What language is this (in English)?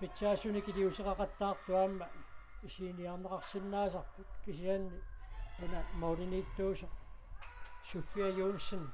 Kalaallisut